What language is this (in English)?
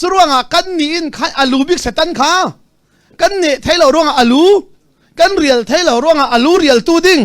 Hakha Chin